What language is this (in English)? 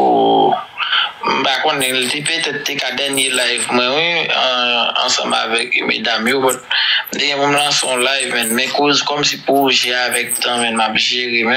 Haitian Creole